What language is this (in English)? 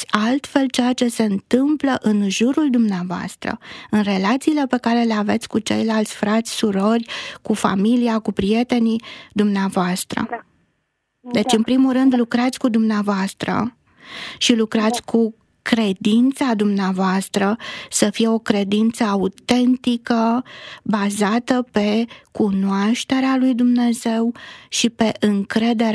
Romanian